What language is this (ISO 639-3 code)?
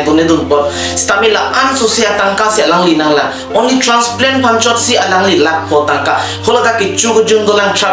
mjw